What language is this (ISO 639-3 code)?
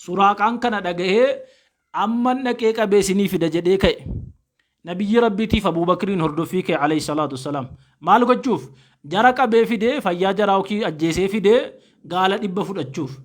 orm